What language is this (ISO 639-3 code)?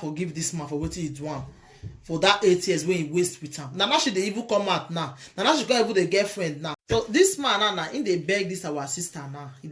pcm